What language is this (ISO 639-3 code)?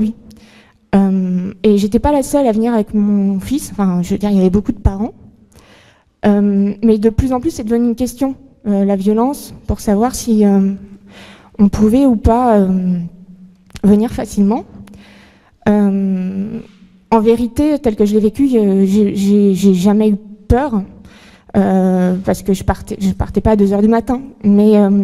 fra